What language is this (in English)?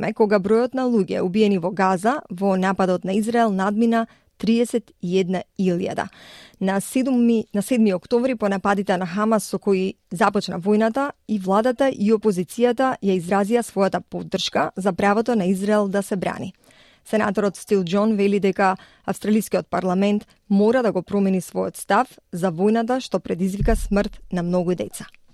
Macedonian